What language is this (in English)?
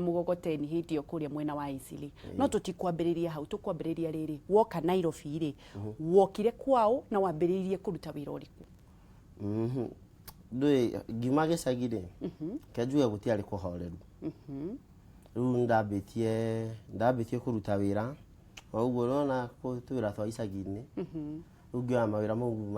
Kikuyu